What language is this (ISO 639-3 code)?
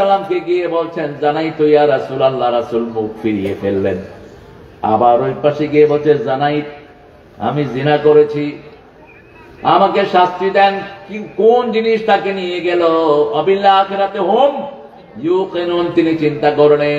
ben